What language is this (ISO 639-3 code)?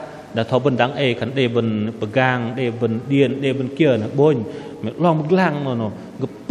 bdq